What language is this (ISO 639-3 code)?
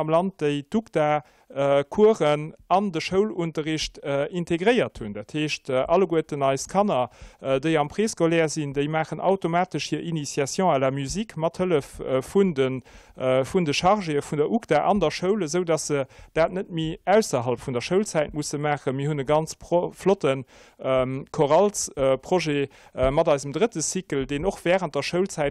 ltz